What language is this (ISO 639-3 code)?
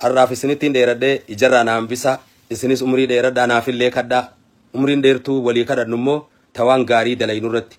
orm